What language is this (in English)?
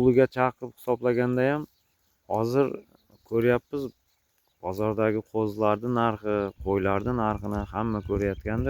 Uzbek